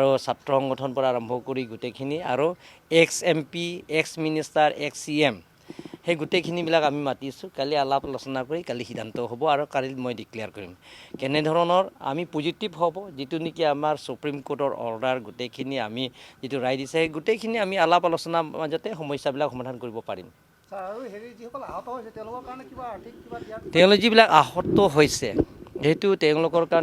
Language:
Assamese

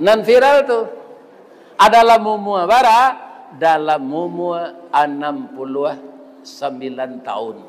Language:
Minangkabau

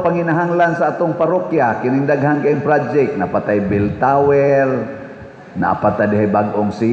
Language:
Cebuano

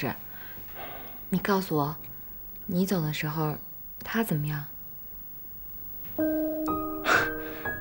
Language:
Chinese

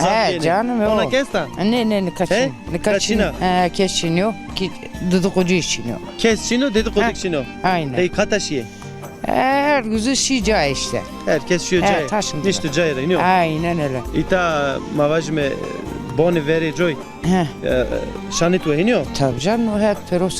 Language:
Zaza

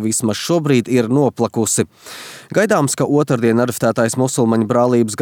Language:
Latvian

